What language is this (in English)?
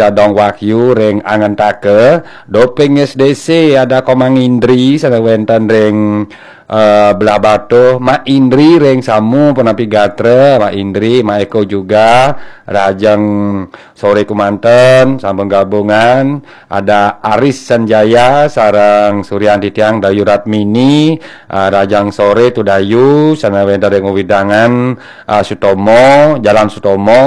Balinese